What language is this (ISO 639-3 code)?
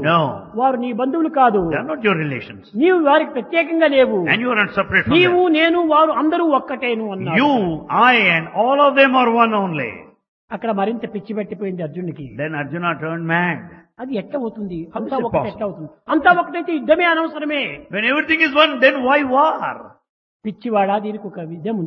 tel